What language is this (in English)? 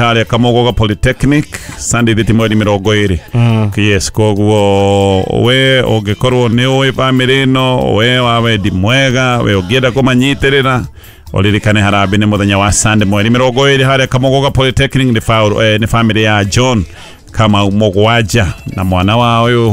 Kikuyu